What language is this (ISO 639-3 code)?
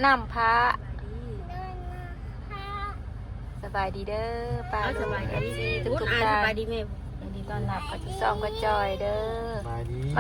tts